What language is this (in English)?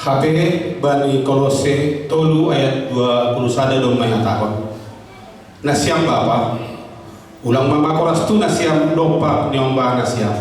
Batak Simalungun